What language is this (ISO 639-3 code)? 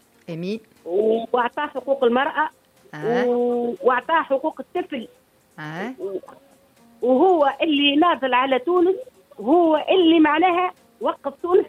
aeb